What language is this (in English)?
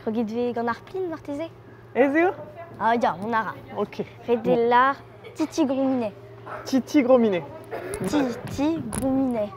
Breton